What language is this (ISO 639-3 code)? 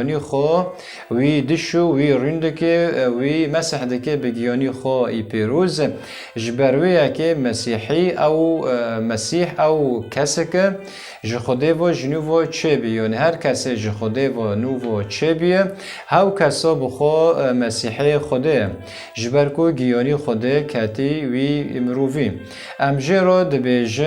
kur